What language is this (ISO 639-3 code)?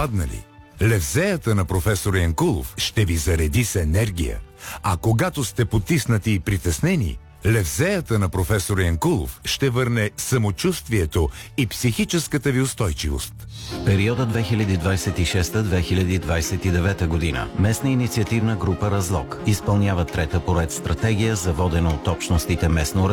bul